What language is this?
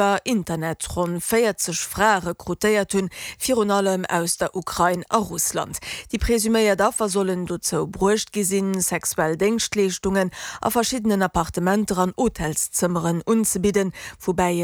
Luxembourgish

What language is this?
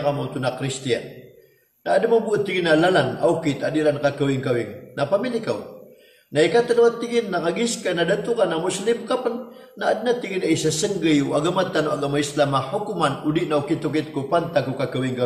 Maranao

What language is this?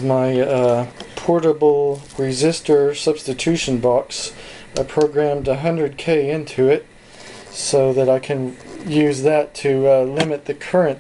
English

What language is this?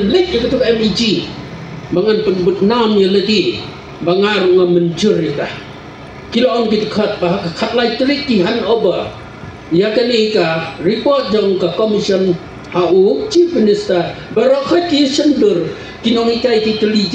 Khasi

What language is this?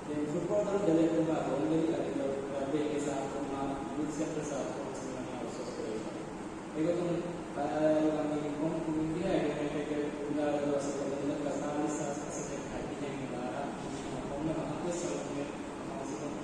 Divehi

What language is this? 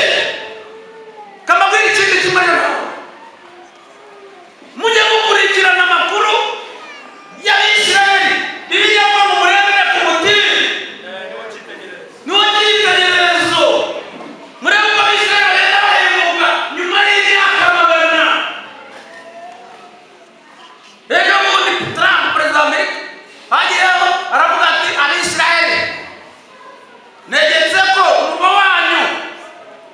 Kinyarwanda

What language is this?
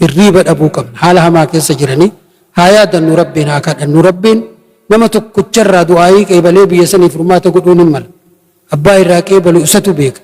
Oromo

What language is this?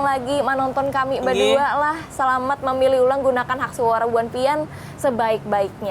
Banjar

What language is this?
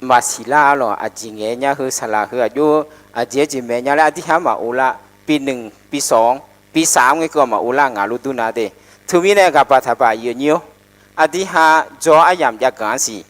Akha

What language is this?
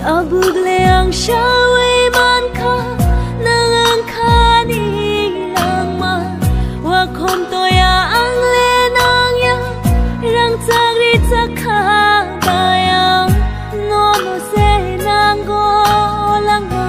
Kok Borok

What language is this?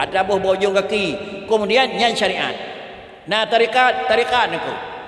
Achinese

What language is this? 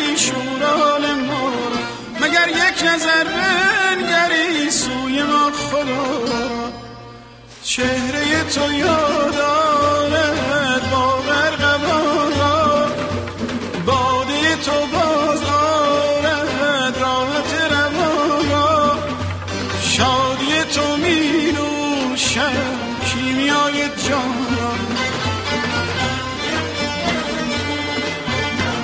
Persian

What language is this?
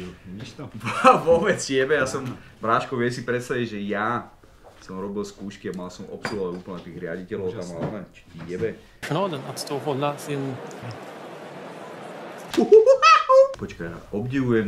Slovak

